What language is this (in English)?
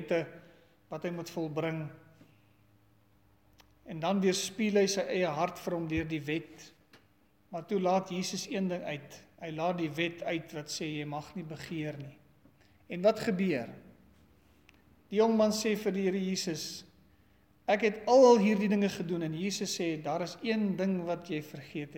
Afrikaans